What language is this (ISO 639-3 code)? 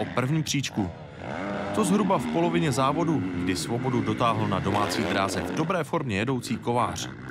ces